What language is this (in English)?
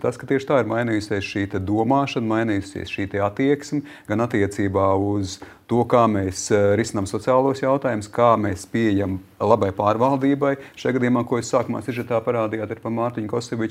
Latvian